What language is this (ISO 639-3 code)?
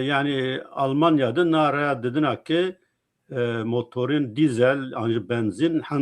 zza